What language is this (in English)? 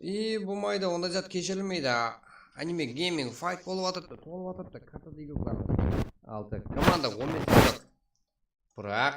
Kara-Kalpak